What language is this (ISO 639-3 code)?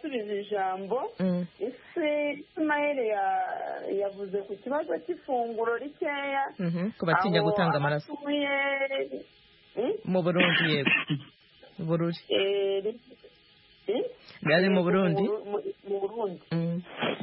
kin